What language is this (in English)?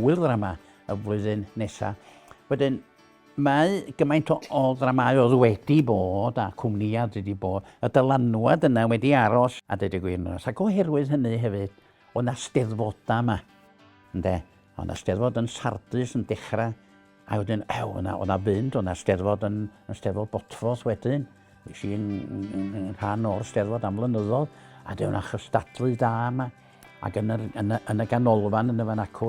Welsh